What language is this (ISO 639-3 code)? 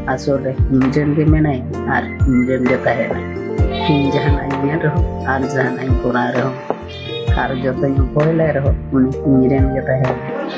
sat